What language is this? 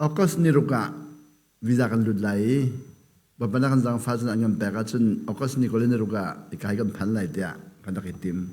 Hakha Chin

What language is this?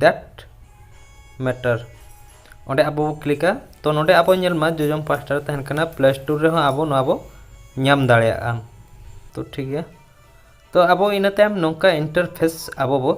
Santali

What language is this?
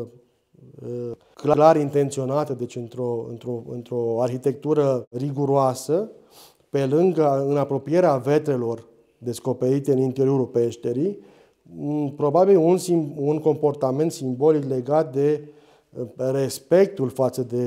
Romanian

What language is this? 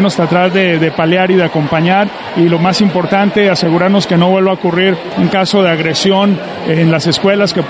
Spanish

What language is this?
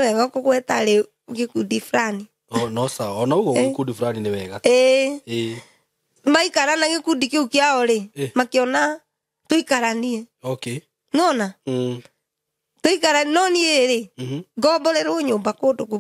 Kikuyu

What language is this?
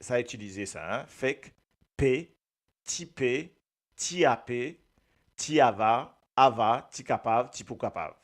Morisyen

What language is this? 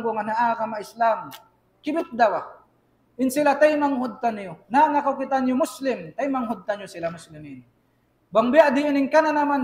Tausug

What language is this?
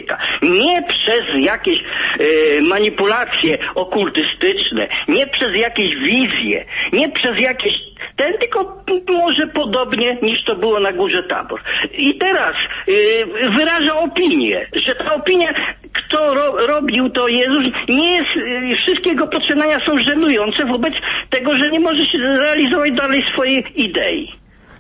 Polish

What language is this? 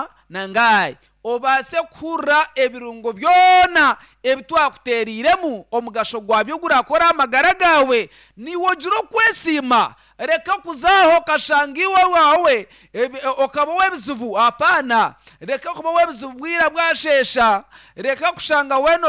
Nyankole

